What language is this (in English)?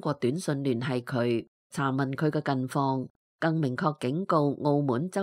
Cantonese